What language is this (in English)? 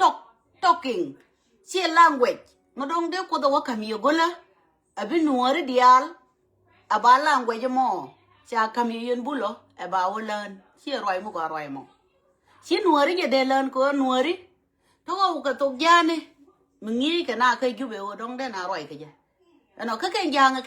Nuer